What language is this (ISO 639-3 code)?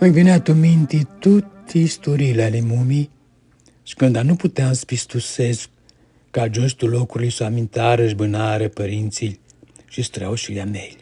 rup